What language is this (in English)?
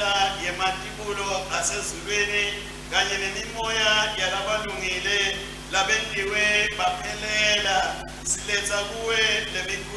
Swati